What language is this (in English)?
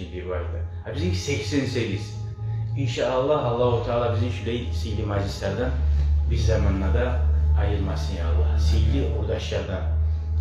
Kumyk